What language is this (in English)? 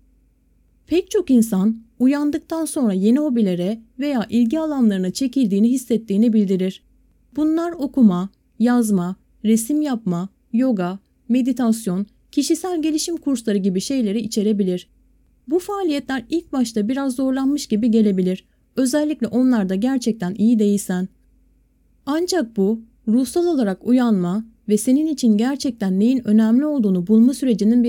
Turkish